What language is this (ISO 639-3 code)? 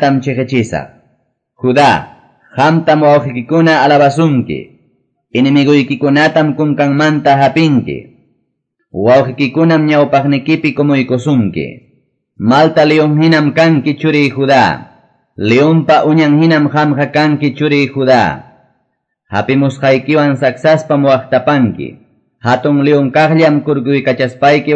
que